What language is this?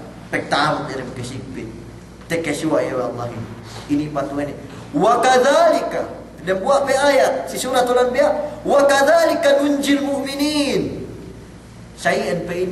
Yakan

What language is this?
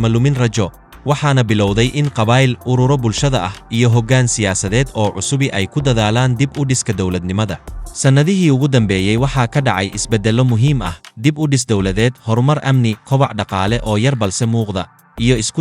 Somali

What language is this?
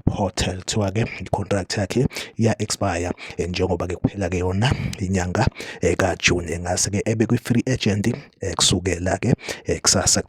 Zulu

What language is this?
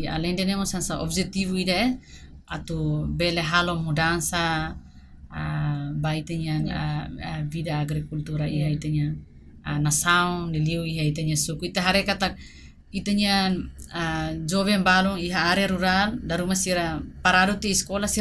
Tetum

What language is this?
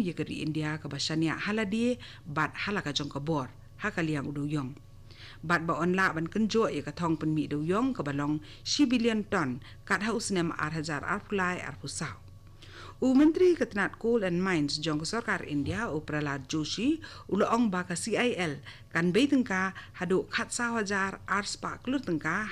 Khasi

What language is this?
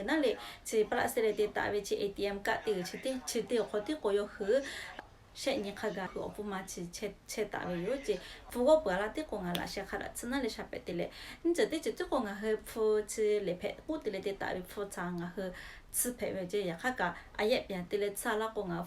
Lahu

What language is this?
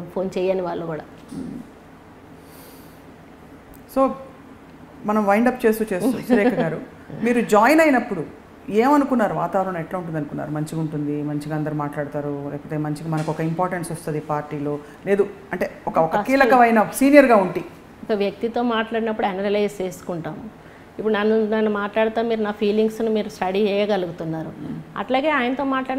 Telugu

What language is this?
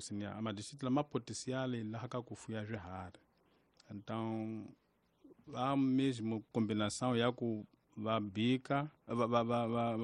Tsonga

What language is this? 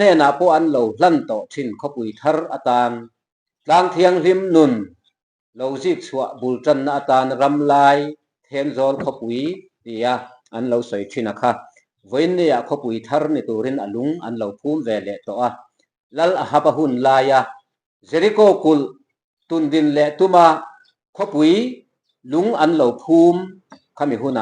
Mizo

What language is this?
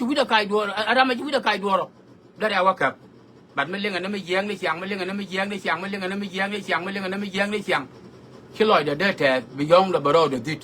Nuer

